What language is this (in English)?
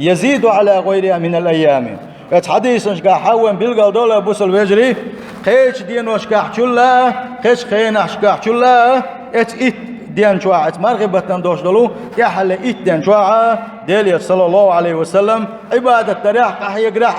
Chechen